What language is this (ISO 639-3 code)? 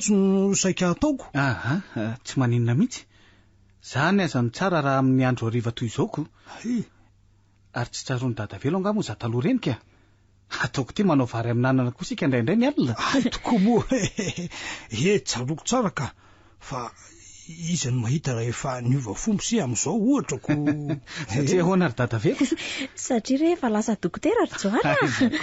mlg